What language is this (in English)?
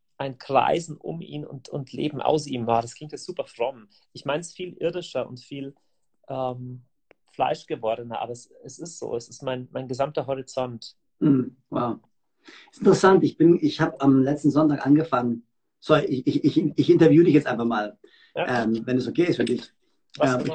German